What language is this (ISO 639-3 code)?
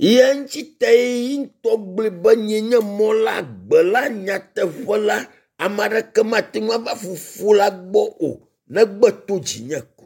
ewe